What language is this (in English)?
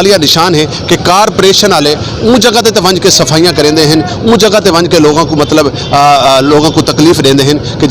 Saraiki